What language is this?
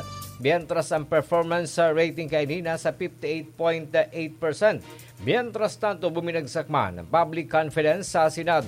Bikol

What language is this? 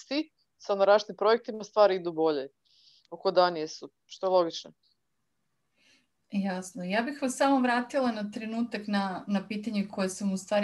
Serbian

